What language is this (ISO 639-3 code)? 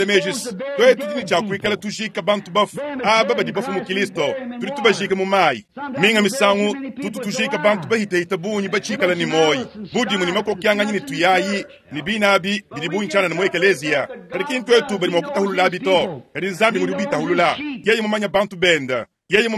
lua